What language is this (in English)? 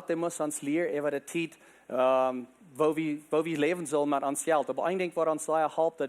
Plautdietsch